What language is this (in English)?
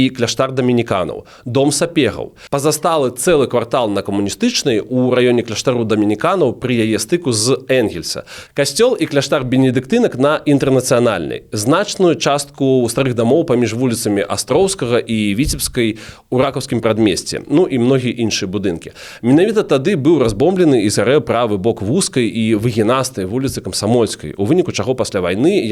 Belarusian